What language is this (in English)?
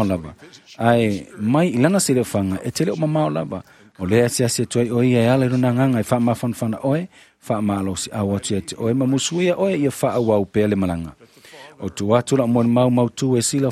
Samoan